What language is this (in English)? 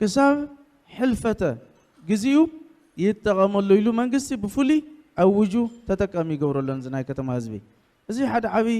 Tigrinya